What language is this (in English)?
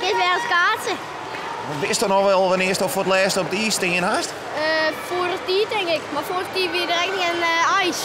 Western Frisian